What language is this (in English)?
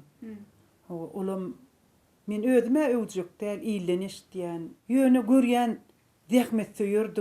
Turkmen